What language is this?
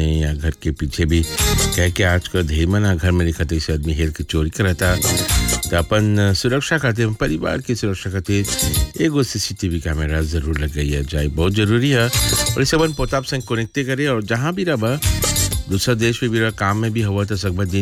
Bhojpuri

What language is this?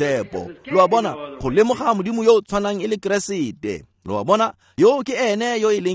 Tswana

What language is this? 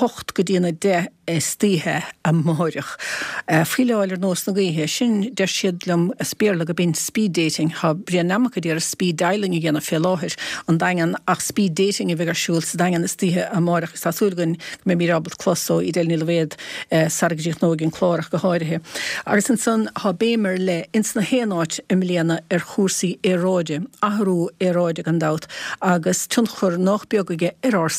Irish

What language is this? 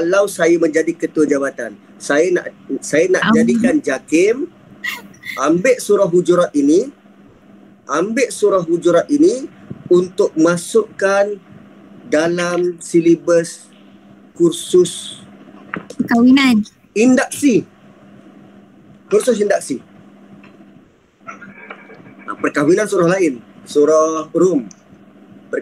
Malay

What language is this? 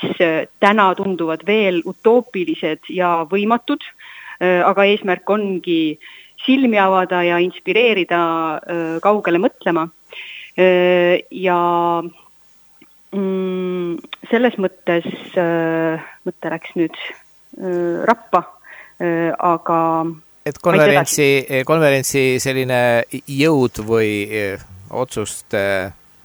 Estonian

